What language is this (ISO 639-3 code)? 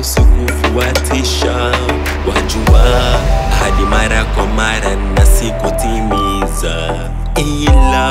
swa